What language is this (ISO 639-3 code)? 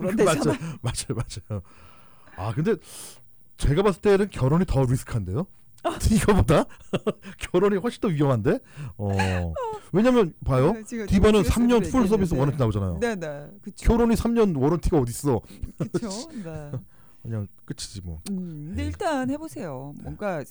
kor